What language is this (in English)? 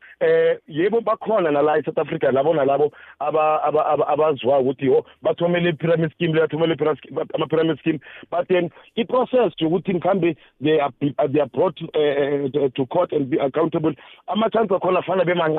South Ndebele